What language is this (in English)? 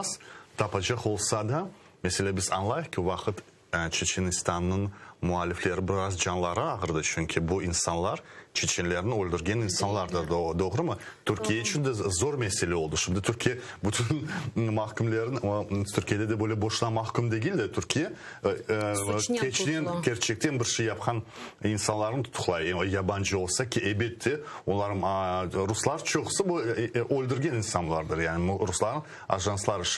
Crimean Tatar